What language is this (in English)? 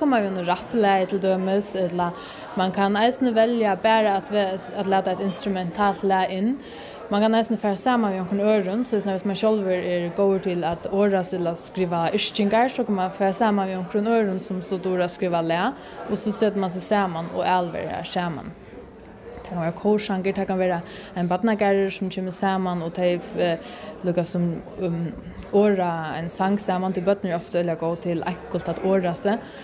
Faroese